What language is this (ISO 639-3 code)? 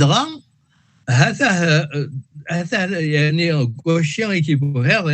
kab